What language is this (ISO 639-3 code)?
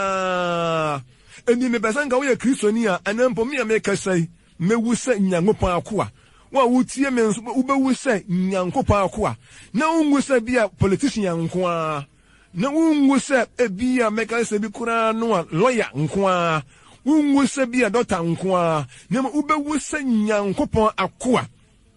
aka